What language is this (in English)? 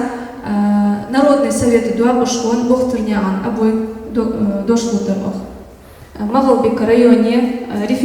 Ingush